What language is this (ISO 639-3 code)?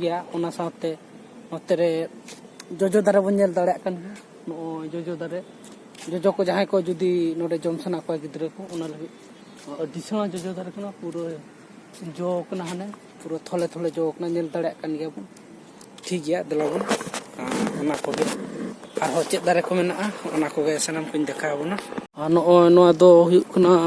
sat